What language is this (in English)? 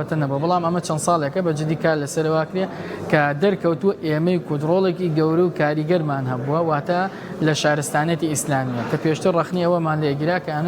Central Kurdish